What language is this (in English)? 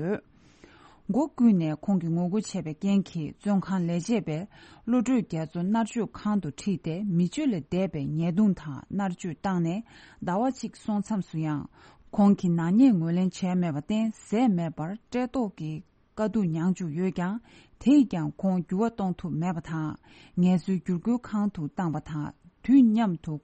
Tibetan